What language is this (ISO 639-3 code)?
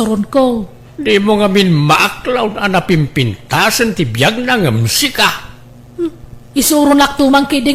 ilo